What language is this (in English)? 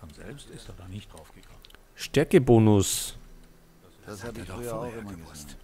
Bavarian